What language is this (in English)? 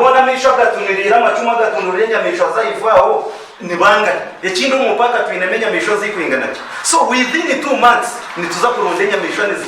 Nyankole